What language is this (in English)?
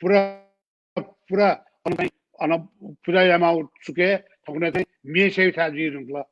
Newari